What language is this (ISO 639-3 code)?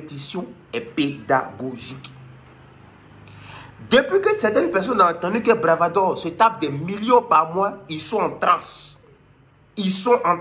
fra